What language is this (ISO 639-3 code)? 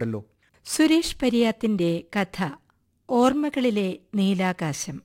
mal